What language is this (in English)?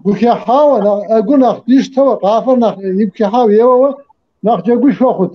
Kabardian